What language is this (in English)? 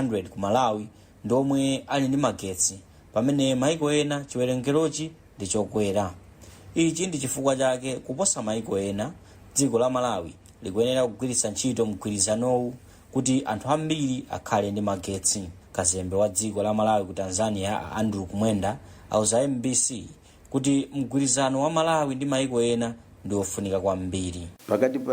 Nyanja